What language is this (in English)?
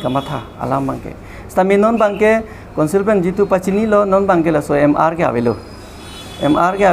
Karbi